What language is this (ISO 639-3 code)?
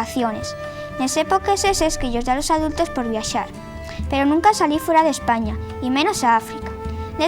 ast